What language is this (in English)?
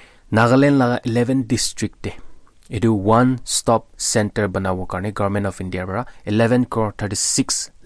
Naga Pidgin